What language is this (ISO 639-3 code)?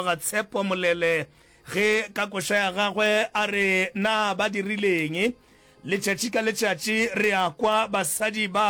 nso